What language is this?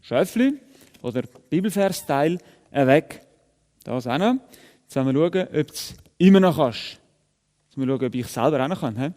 Swiss German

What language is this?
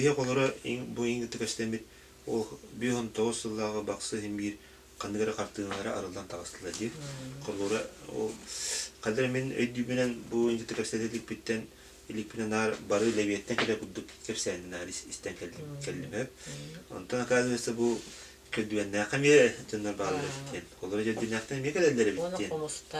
Yakut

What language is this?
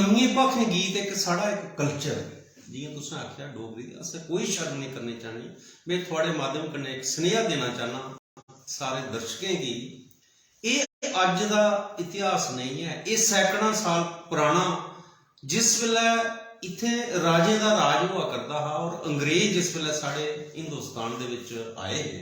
Dogri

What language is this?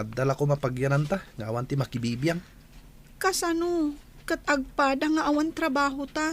Iloko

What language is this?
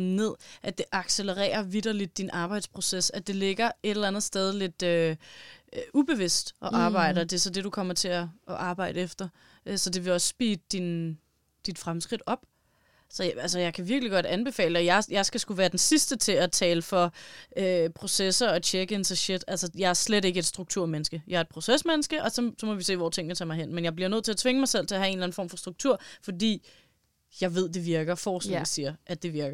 Danish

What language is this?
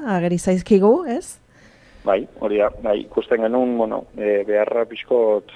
Basque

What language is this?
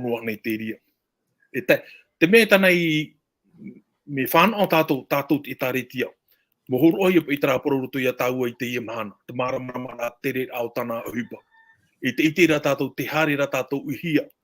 Tahitian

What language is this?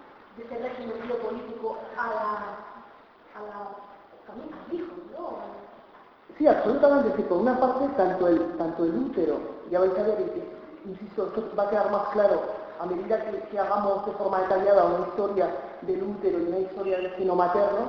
Spanish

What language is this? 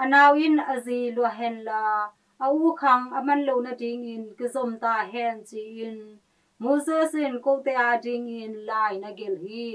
Tedim Chin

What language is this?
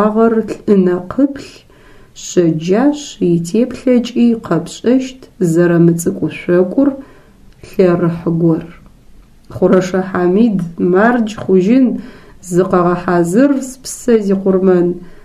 Adyghe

